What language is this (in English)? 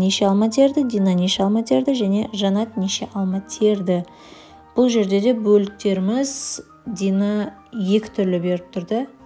Kazakh